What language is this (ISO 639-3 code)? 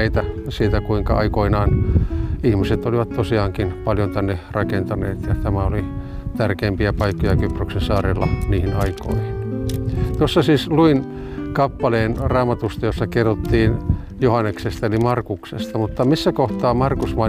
fin